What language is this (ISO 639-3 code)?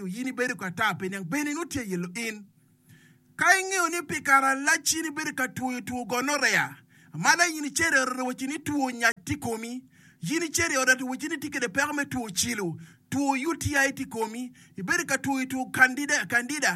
ach